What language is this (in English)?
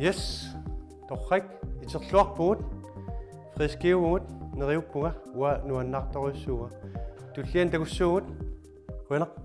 Kalaallisut